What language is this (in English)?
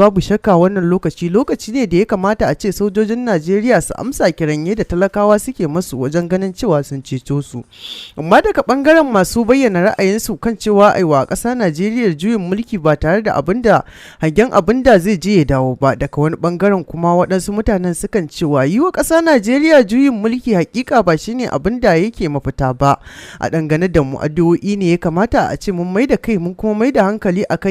Hausa